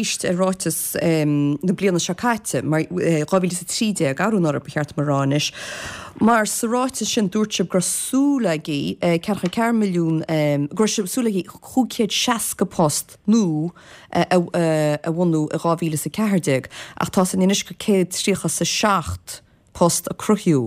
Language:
Irish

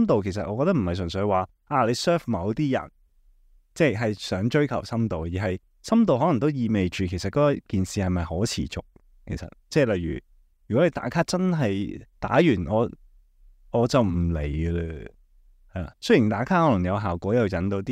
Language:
Cantonese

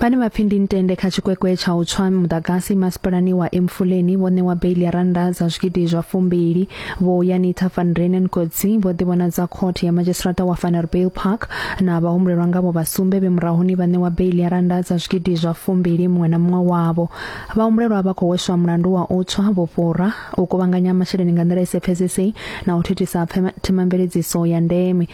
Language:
Venda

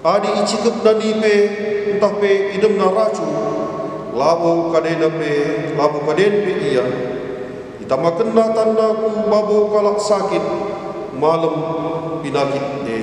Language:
Batak Karo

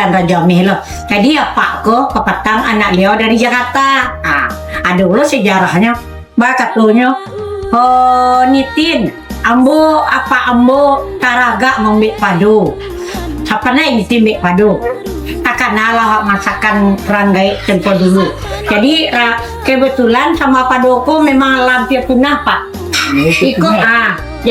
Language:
Minangkabau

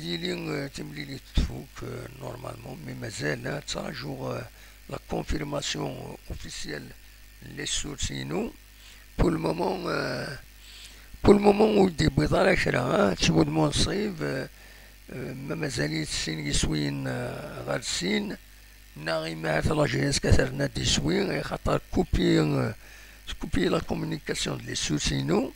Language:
Kabyle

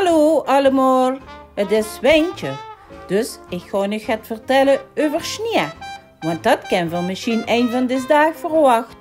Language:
Limburgish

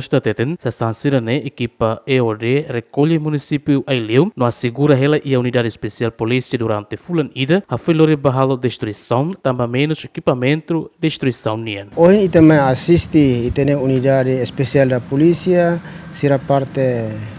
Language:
Tetum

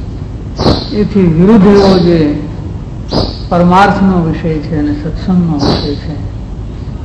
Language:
Gujarati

